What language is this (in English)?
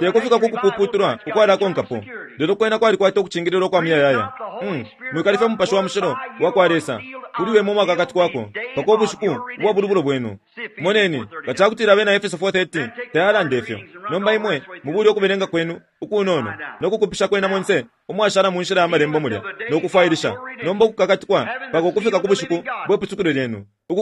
Bemba